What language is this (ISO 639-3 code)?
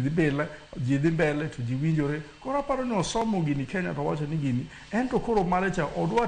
luo